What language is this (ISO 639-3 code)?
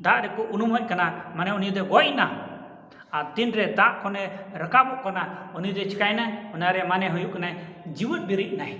sat